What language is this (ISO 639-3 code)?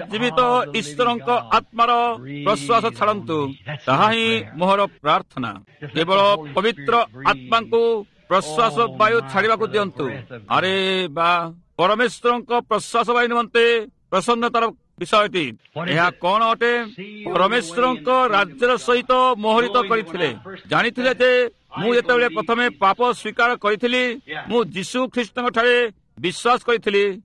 ori